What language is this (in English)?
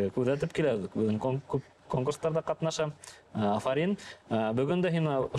Bashkir